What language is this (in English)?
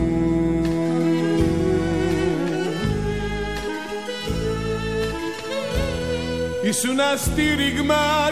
Greek